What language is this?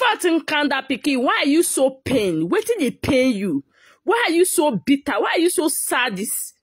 Nigerian Pidgin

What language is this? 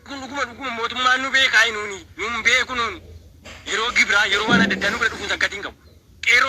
Oromo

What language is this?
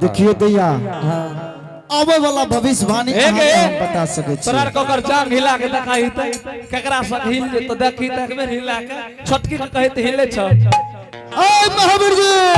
Angika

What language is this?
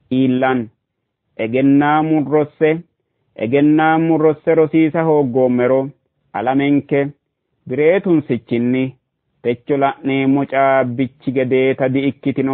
Sidamo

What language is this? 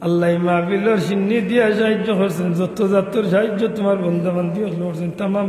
Sylheti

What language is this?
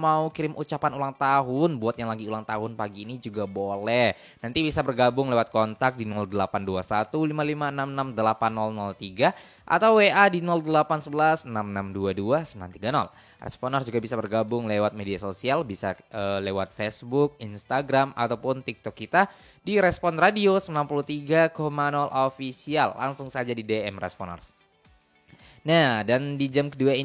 Indonesian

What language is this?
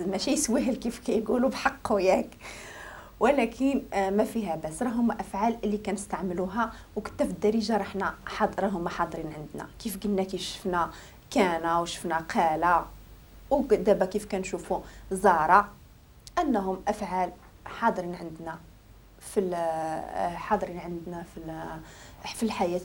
Moroccan Arabic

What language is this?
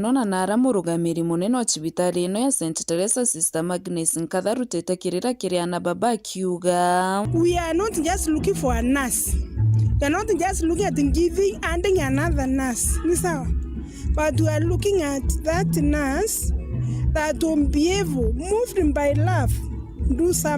Meru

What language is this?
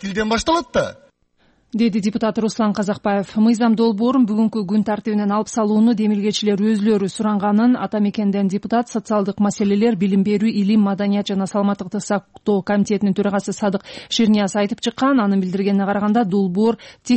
Kyrgyz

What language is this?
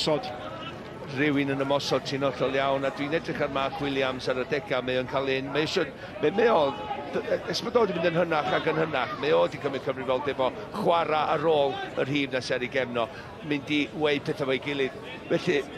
Welsh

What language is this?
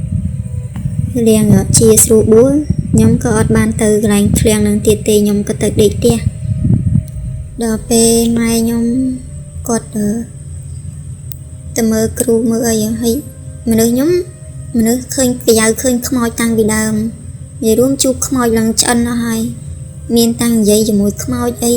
Khmer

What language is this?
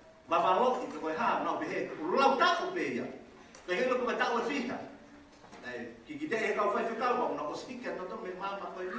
Tongan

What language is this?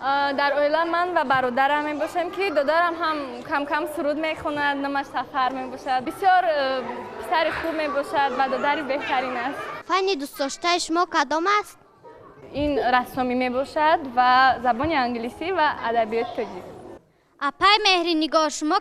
Tajik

